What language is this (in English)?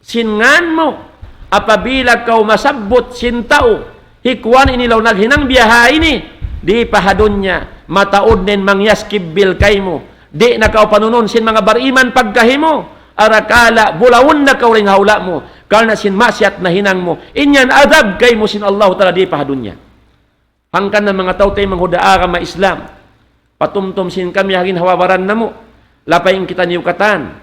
Tausug